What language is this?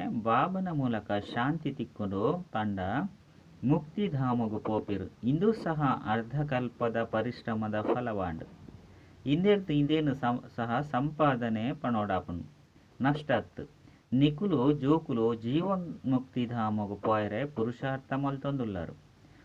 Tulu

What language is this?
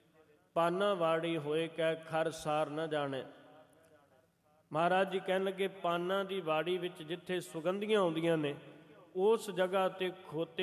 Punjabi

